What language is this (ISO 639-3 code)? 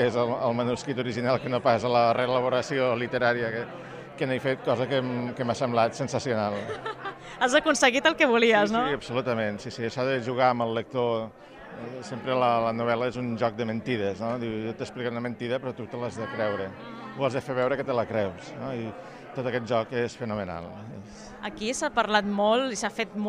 cat